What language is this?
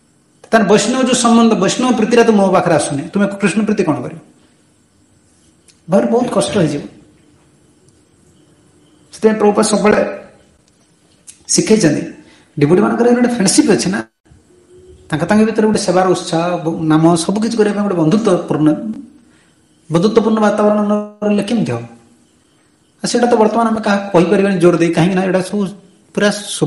Odia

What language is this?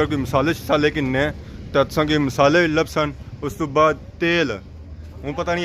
Pahari-Potwari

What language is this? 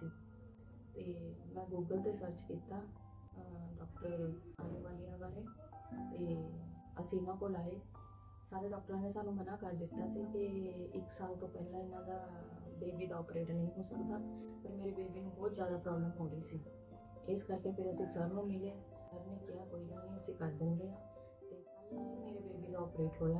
Punjabi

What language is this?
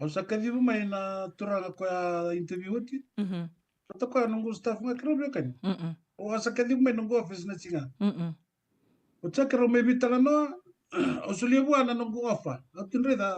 Fijian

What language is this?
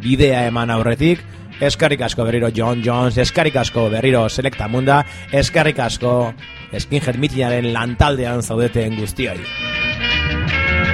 Basque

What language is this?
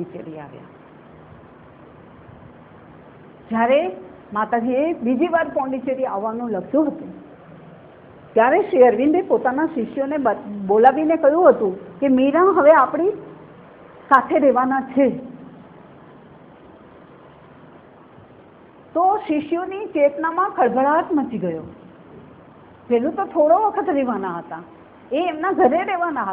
Gujarati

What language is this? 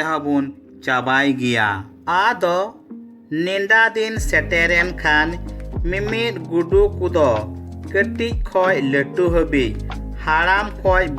Santali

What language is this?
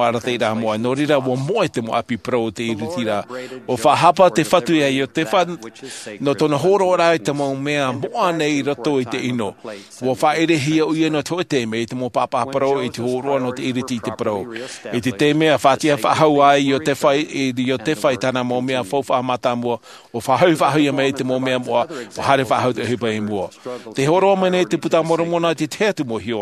Tahitian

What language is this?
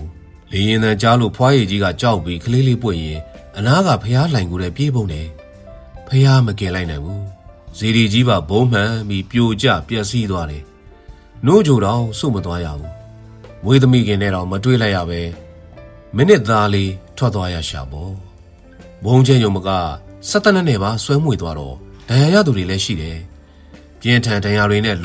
Burmese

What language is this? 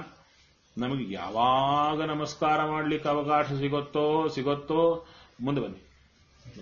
Kannada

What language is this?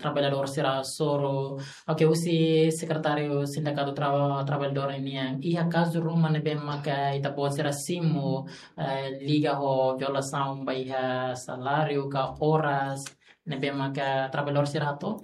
Tetum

